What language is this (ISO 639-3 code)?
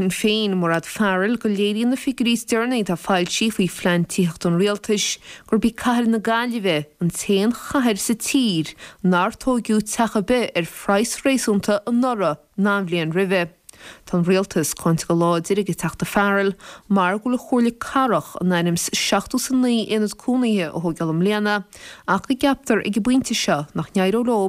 gle